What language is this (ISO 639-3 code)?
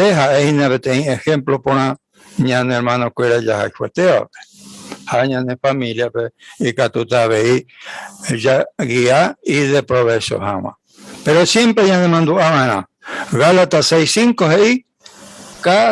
grn